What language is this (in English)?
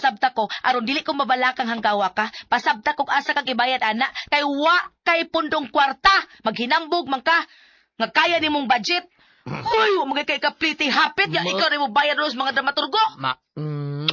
Cebuano